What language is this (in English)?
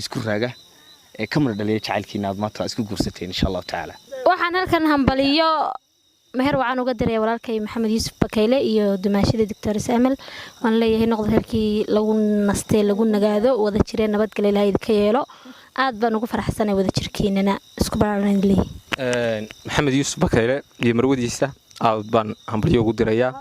Somali